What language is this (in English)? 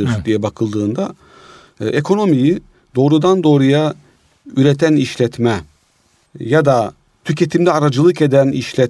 Turkish